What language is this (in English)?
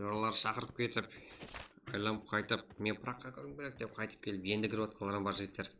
Kara-Kalpak